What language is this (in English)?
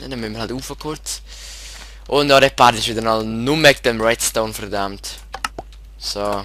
Swiss German